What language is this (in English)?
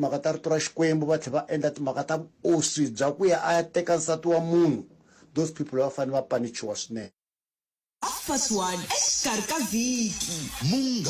Tsonga